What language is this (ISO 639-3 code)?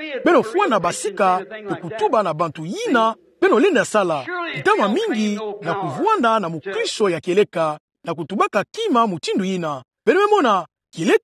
ktu